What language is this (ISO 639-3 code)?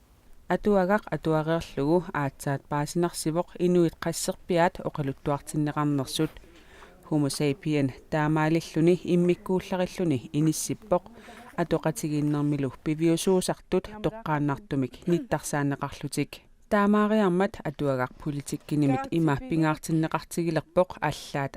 kal